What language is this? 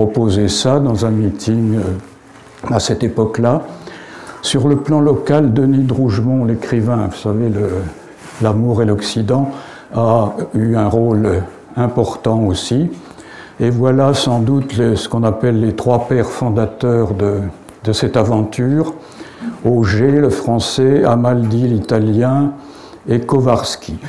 French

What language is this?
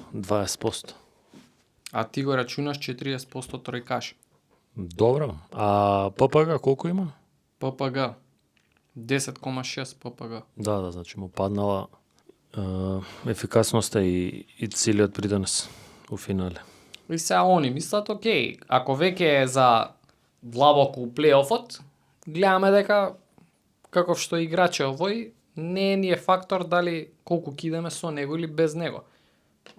Macedonian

